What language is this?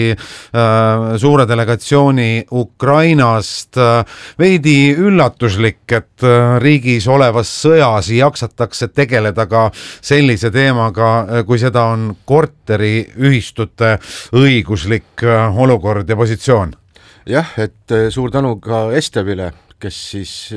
Estonian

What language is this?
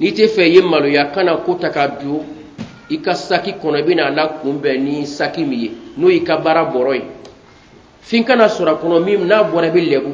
Bambara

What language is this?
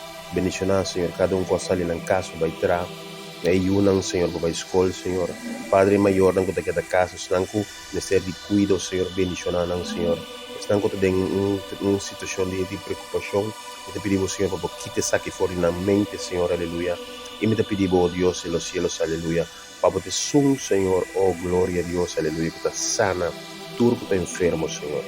Papiamento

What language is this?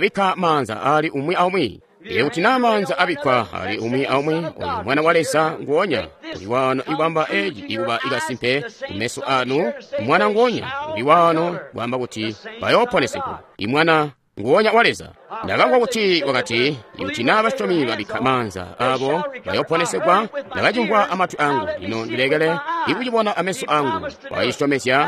Tonga (Zambia)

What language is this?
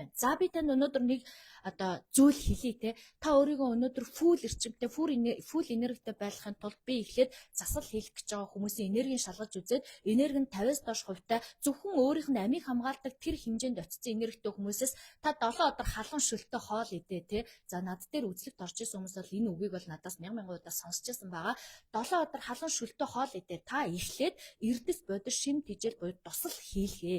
Mongolian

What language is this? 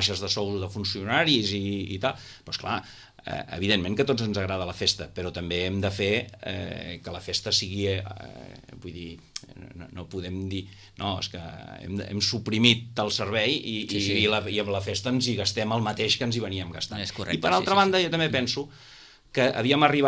Catalan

